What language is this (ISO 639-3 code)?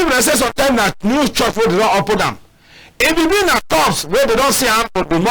wes